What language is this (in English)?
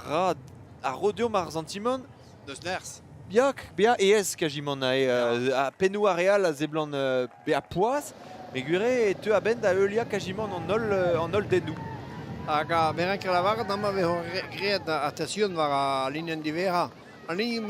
Breton